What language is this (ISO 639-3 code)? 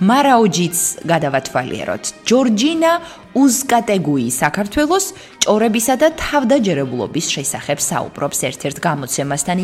kat